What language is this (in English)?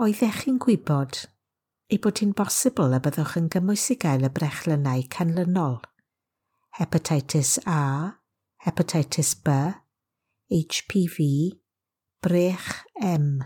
Welsh